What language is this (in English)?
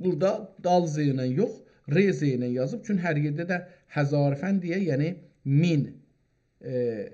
South Azerbaijani